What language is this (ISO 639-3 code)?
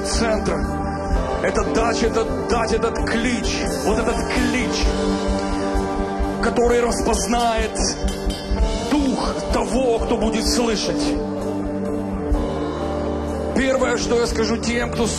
rus